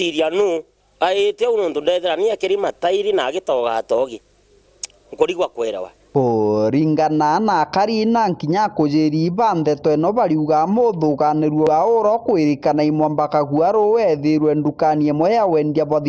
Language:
Meru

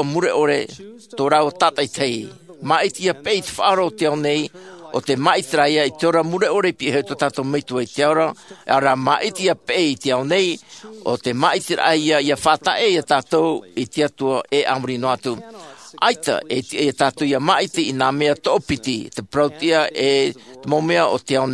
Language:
Tahitian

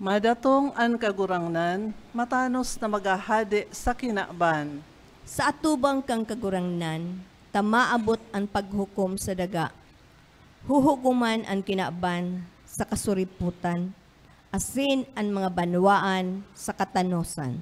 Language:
Bikol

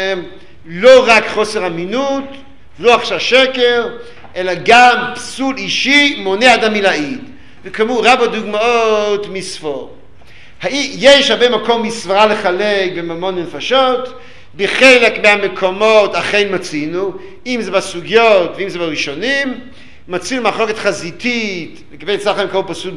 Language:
Hebrew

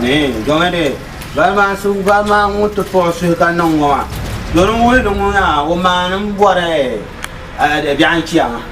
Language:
Dagbani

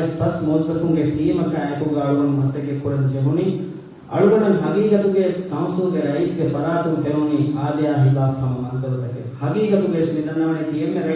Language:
Divehi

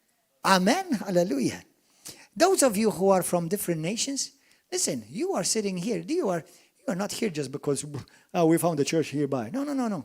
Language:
English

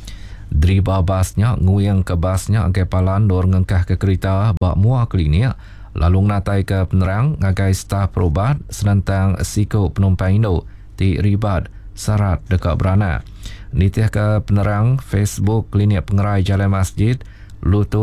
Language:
Iban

